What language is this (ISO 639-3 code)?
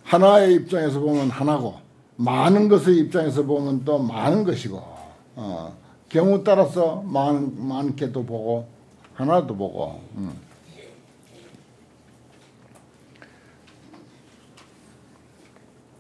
kor